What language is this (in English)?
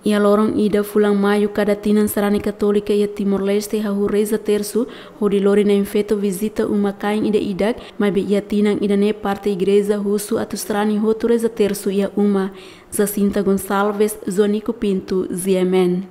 Tetum